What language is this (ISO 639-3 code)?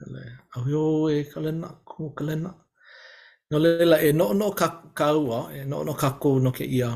haw